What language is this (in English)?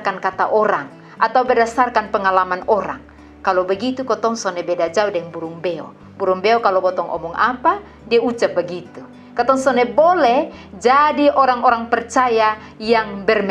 Kupang Malay